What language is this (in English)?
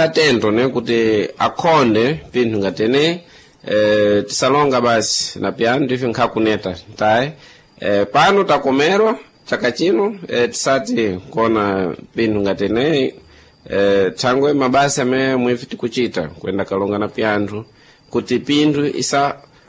Sena